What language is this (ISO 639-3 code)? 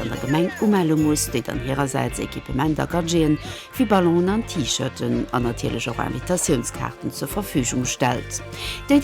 ltz